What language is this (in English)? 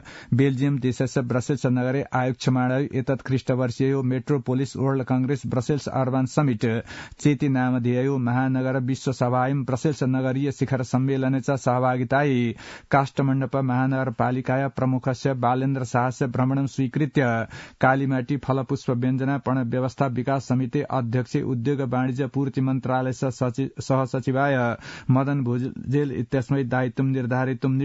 Sanskrit